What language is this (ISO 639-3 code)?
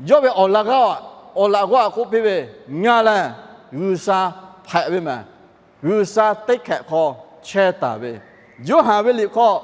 lhu